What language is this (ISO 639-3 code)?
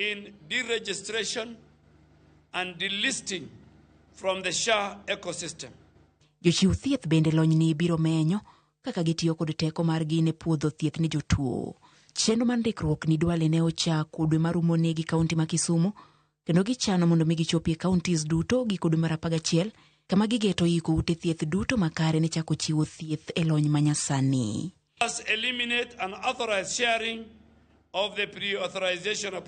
luo